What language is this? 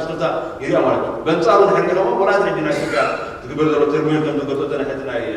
Tigrinya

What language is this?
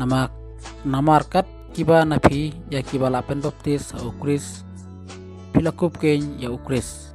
Khasi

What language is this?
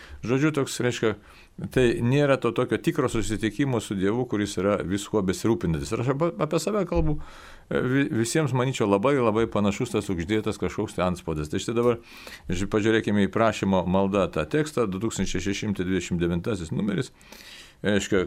Lithuanian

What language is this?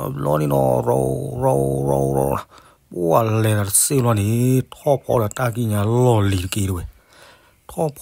S'gaw Karen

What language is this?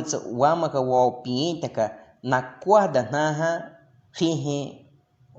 Baniwa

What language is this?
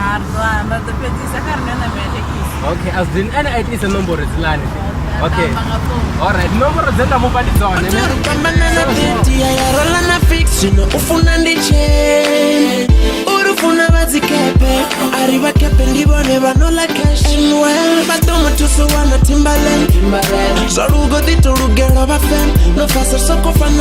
Venda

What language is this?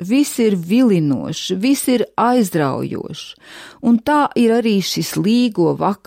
Latvian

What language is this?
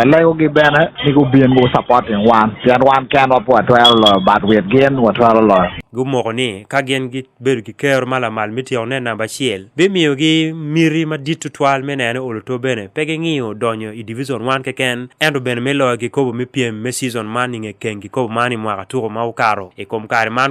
Acoli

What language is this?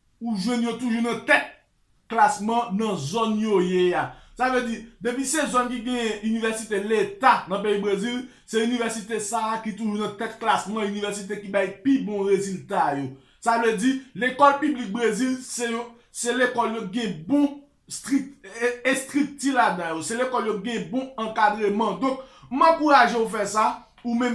Haitian Creole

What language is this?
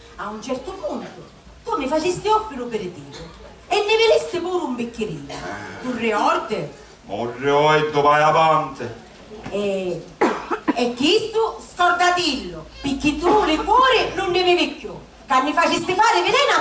Sicilian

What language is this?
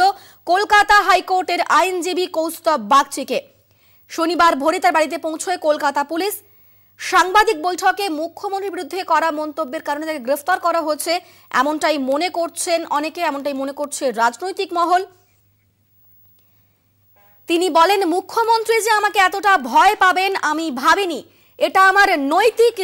Bangla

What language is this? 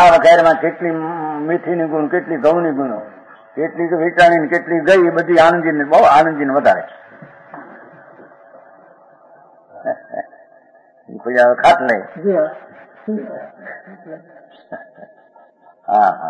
Gujarati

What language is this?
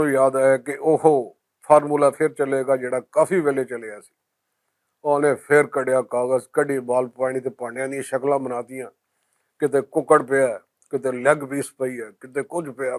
Western Panjabi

